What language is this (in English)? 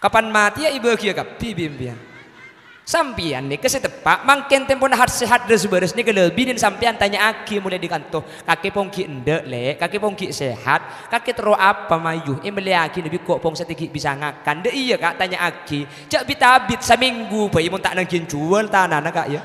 Madurese